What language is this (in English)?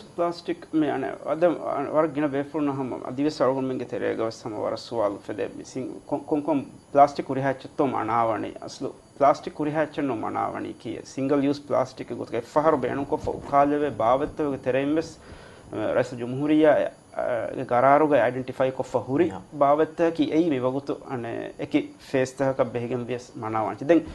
Divehi